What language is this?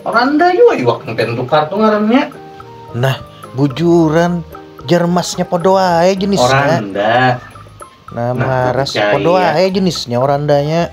Banjar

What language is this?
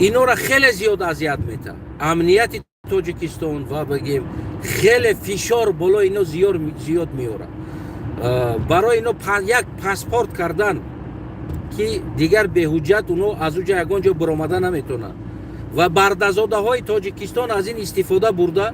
Tajik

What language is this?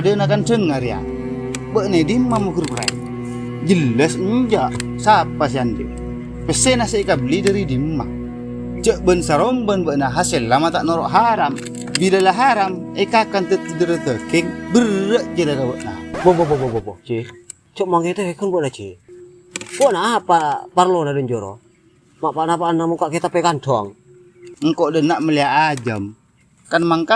Madurese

